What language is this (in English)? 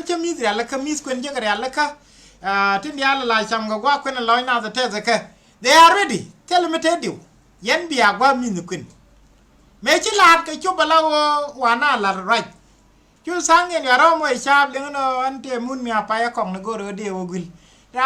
Nuer